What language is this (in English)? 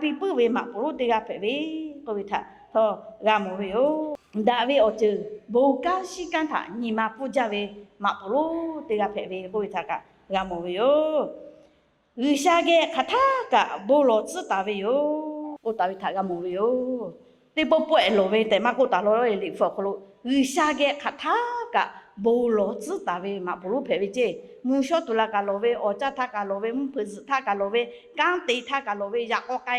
Lahu